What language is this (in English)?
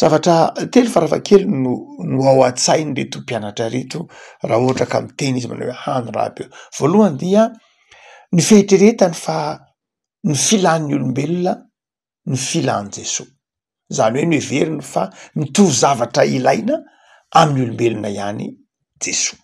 Malagasy